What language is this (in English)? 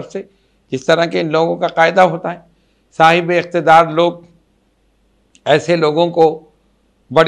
Urdu